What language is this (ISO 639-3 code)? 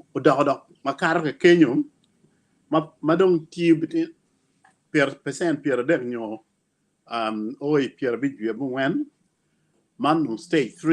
ach